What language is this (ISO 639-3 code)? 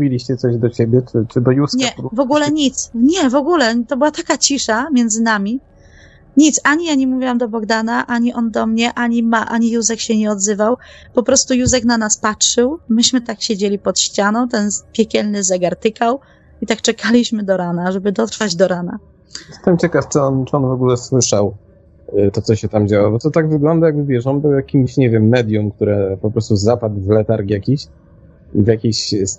pol